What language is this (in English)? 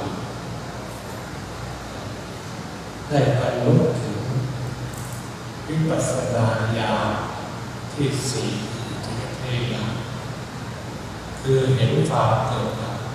Thai